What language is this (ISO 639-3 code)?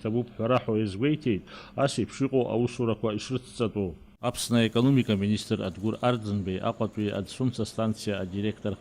abk